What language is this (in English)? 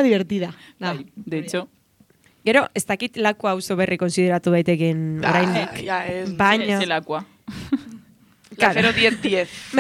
Basque